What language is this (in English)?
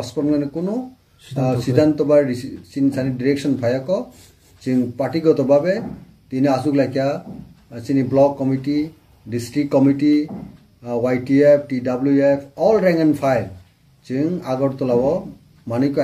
Kok Borok